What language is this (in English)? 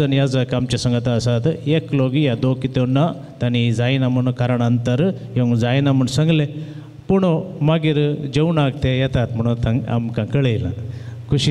Konkani